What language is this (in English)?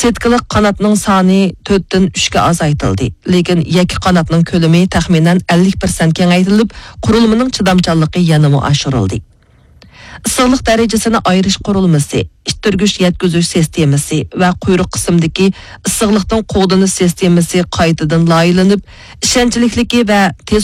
Uyghur